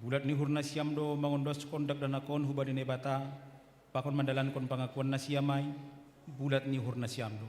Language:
Batak Simalungun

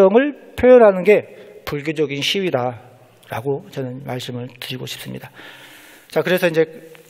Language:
Korean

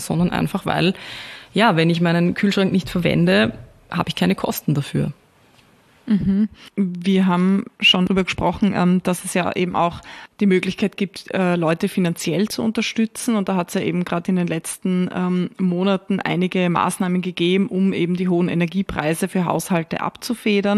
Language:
German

